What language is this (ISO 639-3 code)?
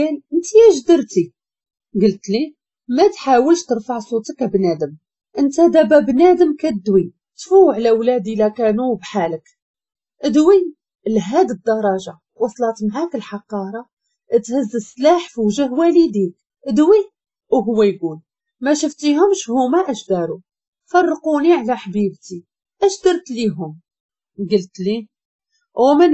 ary